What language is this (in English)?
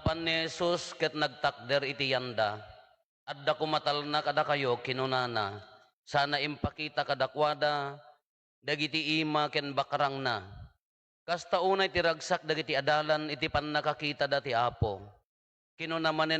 Iloko